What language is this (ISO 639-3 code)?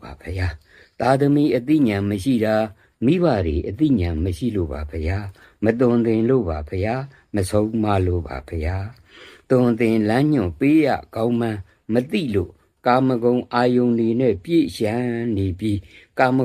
mya